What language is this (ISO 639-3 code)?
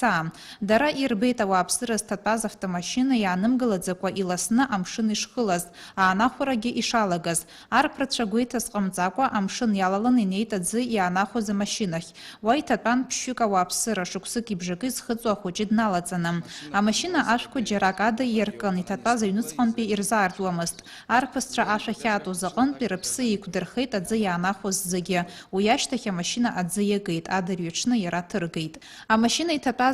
abk